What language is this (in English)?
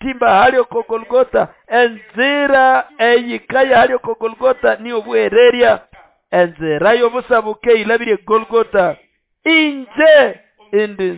Nande